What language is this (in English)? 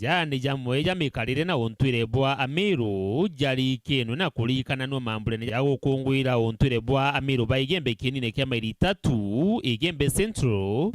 Meru